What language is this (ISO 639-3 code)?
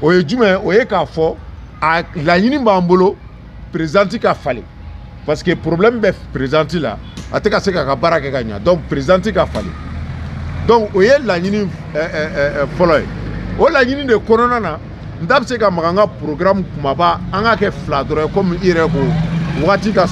bam